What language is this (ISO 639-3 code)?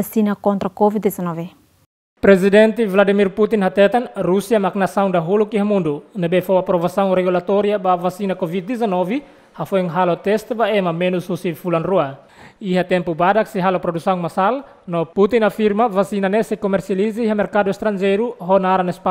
tet